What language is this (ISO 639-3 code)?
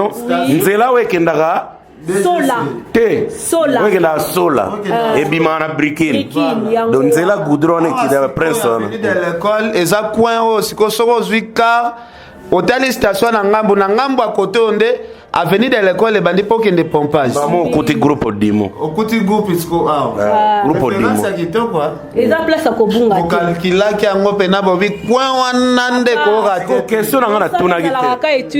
lin